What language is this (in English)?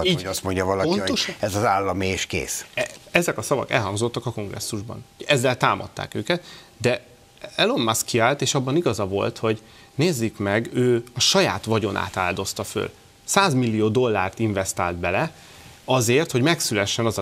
Hungarian